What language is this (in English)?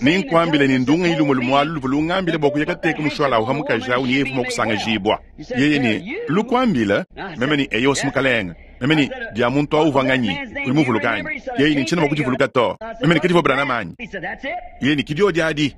Luba-Lulua